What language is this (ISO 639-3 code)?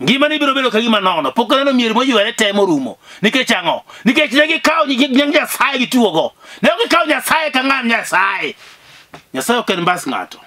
luo